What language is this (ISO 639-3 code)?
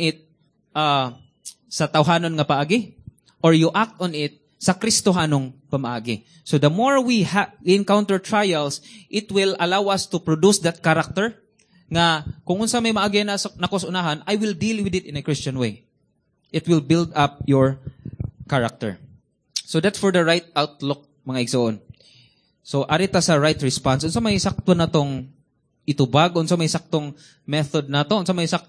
ceb